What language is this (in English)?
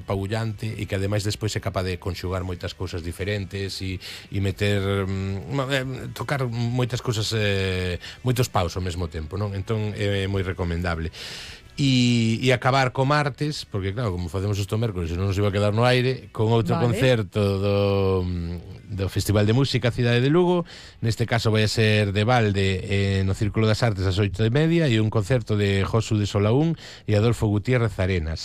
Galician